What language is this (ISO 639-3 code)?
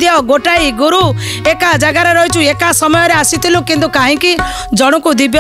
ori